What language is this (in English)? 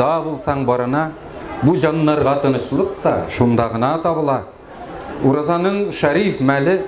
Tatar